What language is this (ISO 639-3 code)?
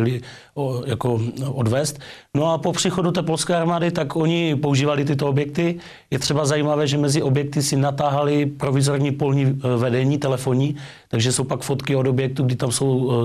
ces